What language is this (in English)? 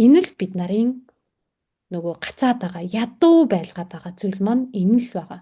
Mongolian